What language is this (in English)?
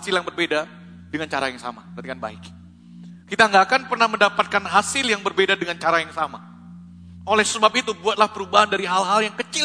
Indonesian